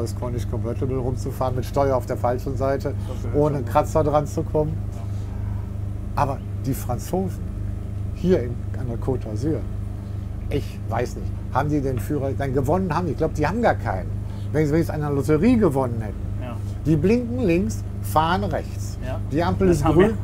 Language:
German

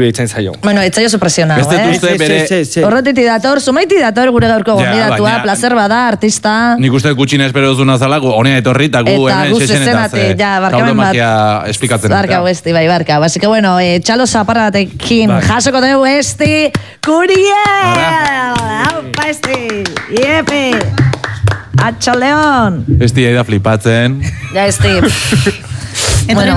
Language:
Basque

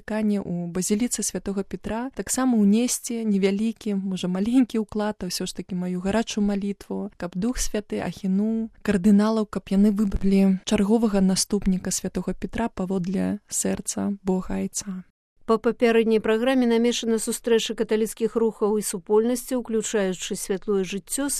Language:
Belarusian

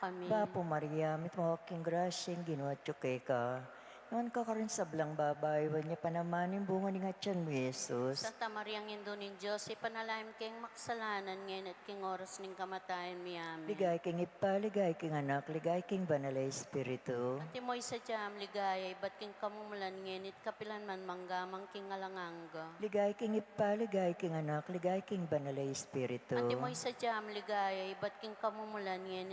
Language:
Pampanga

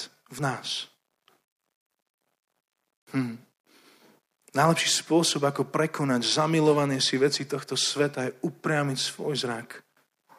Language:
Slovak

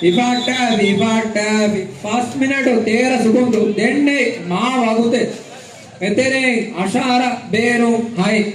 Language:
Divehi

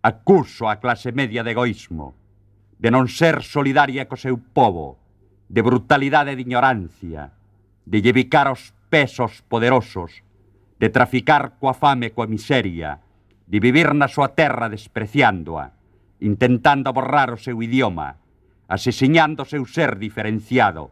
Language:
Galician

